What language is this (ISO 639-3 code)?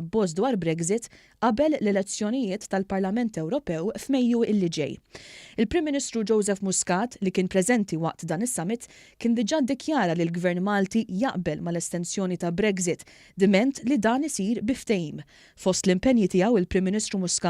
mlt